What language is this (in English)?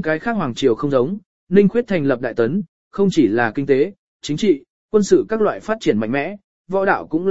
Vietnamese